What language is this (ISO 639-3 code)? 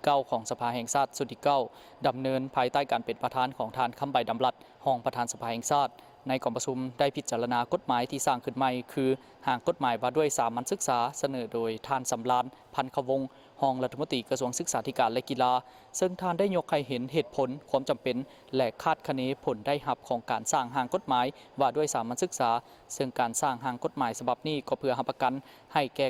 lao